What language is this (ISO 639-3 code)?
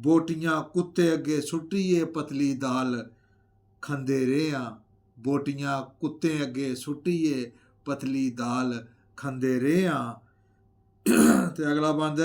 doi